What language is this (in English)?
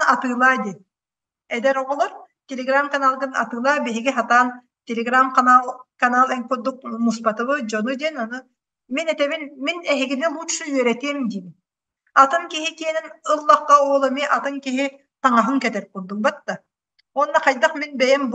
Yakut